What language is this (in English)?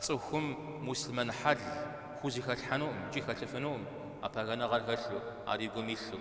Kabardian